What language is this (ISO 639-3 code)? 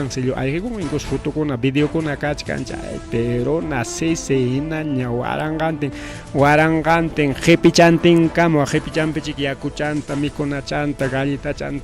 quy